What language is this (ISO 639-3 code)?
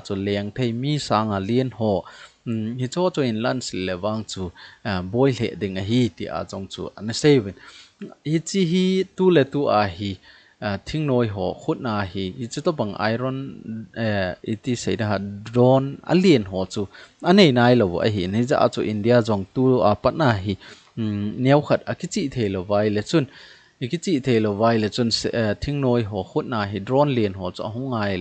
tcz